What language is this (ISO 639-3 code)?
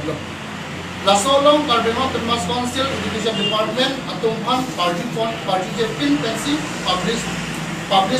mjw